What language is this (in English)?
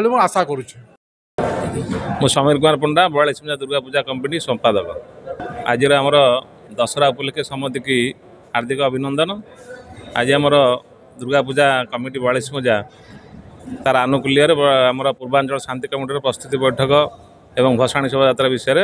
Odia